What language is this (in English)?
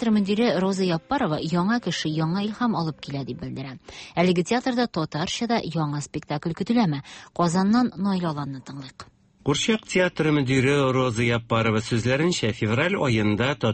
Tatar